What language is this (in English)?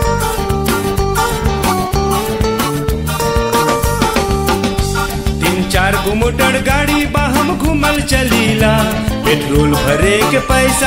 Bhojpuri